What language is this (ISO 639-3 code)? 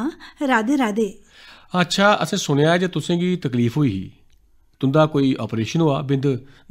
doi